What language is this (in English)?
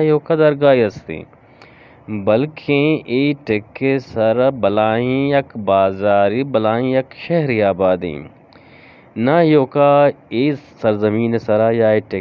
Eastern Balochi